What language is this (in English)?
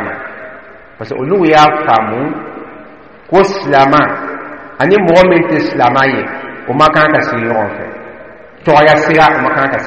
Dyula